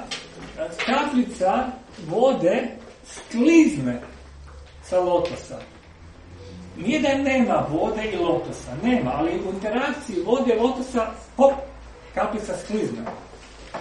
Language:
Croatian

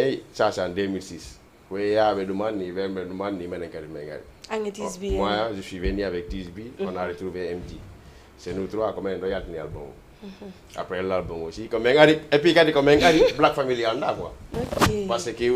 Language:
Fula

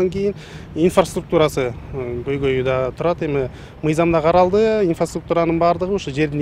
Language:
Kyrgyz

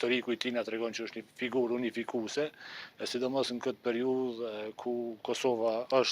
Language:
Albanian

